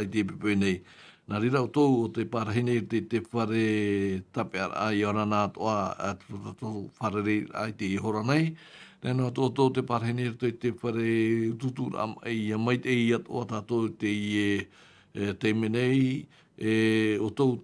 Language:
Tahitian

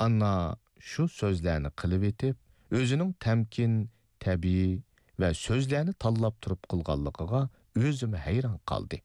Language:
Uyghur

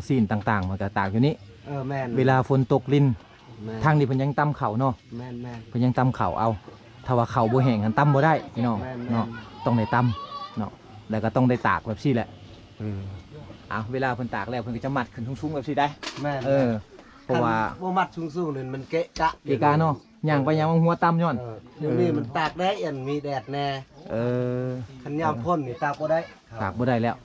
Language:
Lao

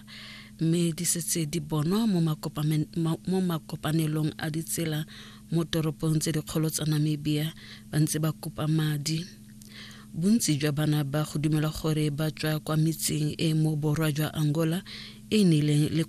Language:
Tswana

